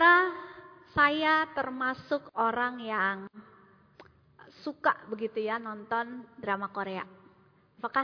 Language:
Indonesian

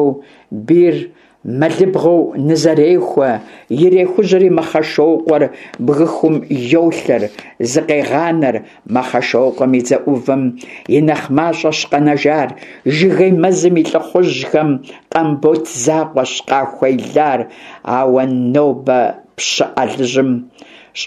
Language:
Kabardian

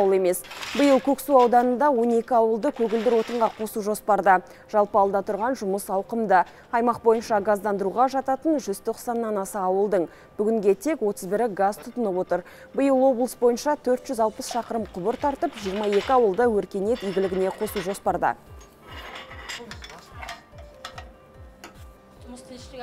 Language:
Kazakh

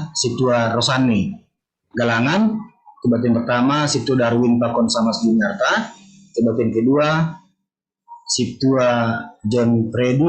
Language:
Batak Simalungun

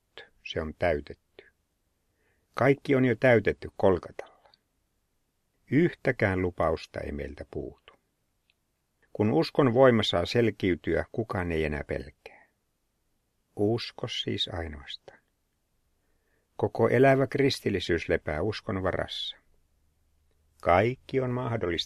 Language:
Finnish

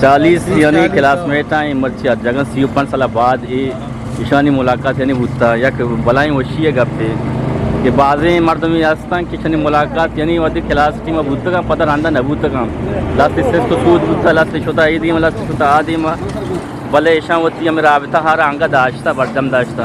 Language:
Eastern Balochi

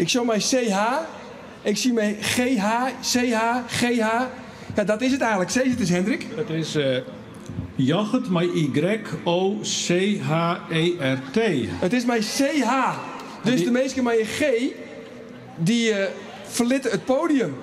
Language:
Western Frisian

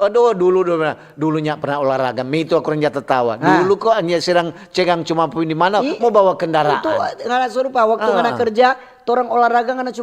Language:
Manado Malay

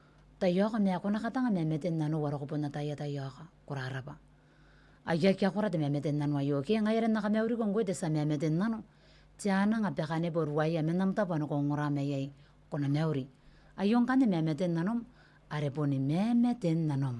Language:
Gilbertese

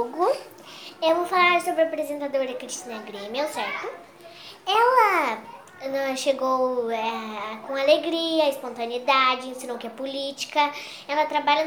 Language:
Portuguese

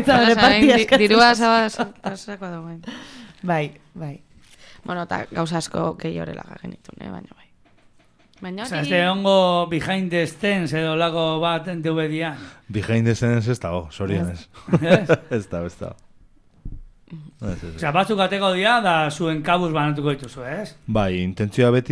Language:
Basque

